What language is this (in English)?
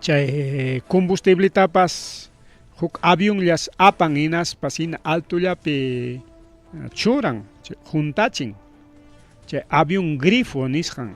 Ayacucho Quechua